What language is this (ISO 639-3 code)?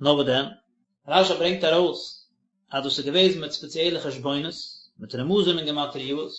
yid